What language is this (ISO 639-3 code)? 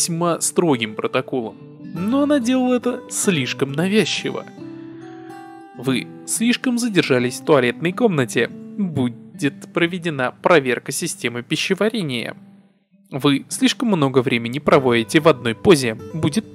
rus